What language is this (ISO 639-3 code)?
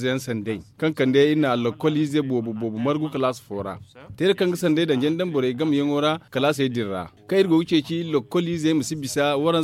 dje